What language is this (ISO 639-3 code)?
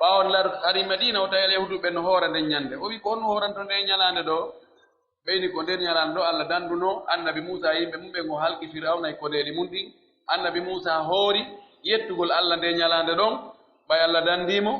fuf